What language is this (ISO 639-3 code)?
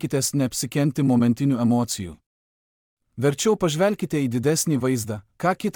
lit